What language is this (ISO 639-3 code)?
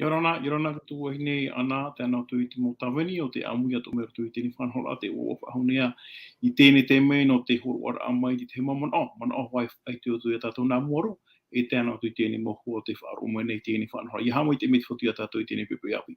tah